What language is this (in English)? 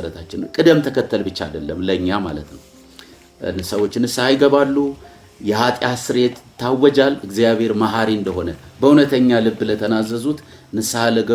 Amharic